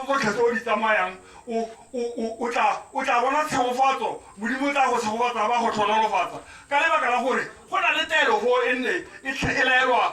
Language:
Tswana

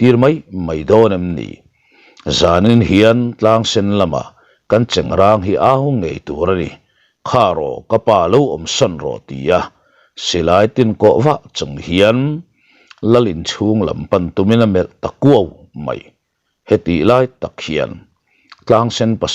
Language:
Mizo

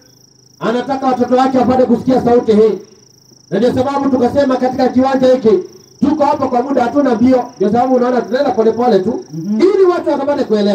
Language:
Swahili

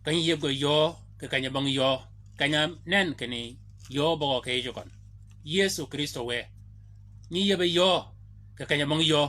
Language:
Shilluk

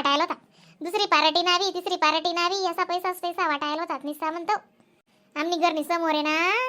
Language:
Khandesi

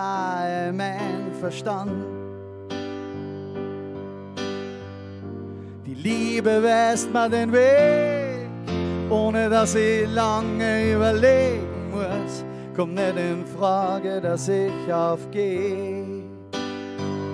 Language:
German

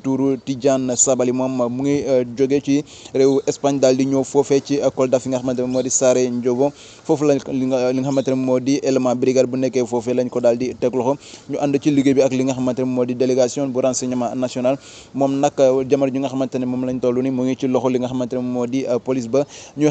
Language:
Wolof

